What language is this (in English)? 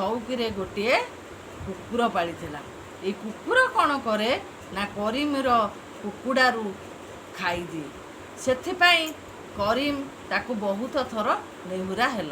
Odia